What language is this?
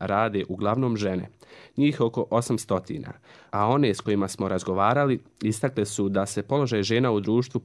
Croatian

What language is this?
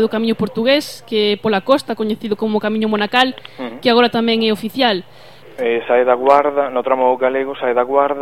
Galician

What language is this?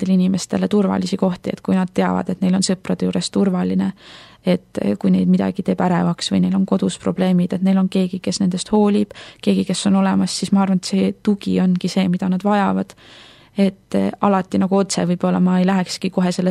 Estonian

